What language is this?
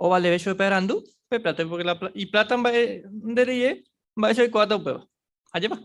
Guarani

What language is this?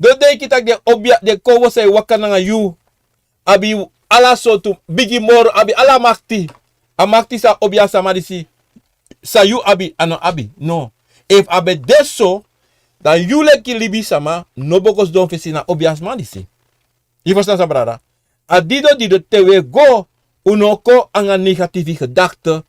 Sranan Tongo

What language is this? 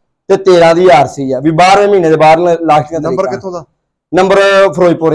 Punjabi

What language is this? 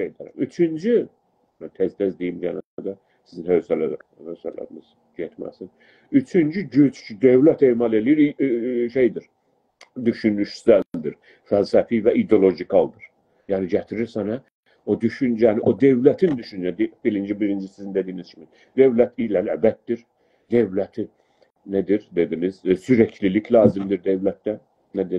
South Azerbaijani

